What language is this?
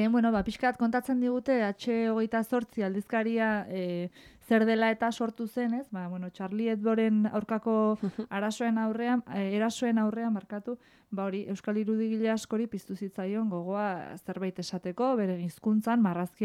Basque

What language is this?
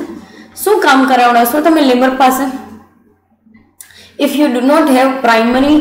Gujarati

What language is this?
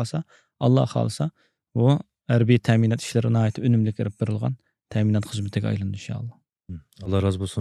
Uyghur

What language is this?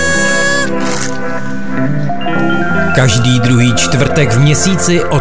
Czech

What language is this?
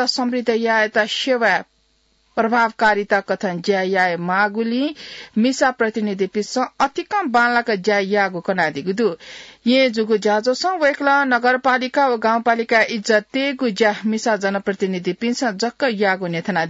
Newari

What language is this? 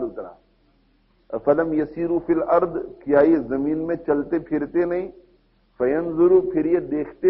Urdu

